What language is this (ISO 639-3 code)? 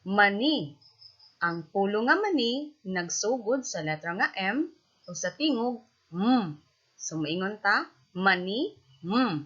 ceb